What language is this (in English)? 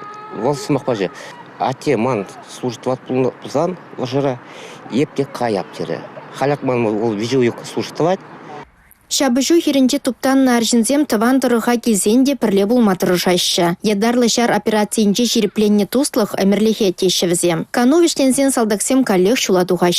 Chuvash